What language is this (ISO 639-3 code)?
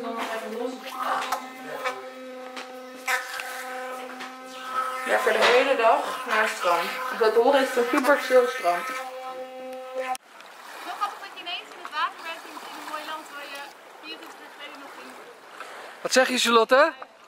nld